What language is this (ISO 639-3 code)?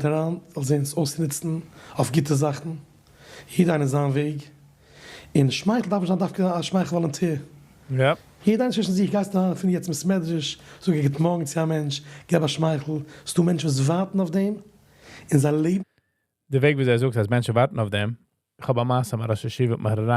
yid